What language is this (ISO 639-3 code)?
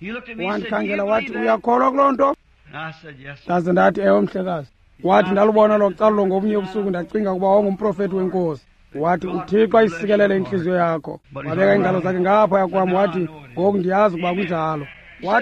xho